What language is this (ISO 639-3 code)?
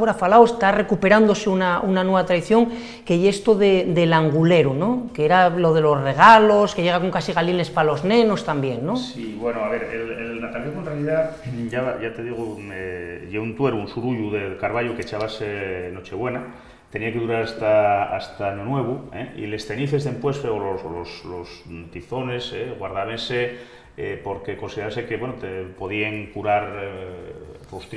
ast